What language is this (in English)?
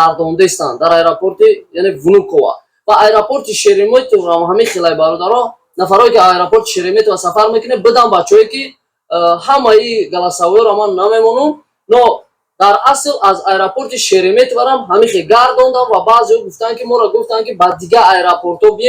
Tajik